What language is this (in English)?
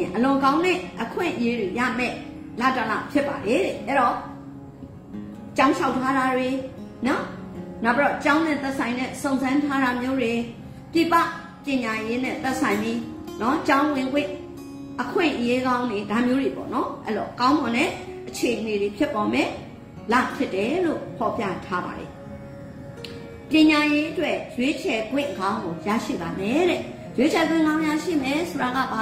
Burmese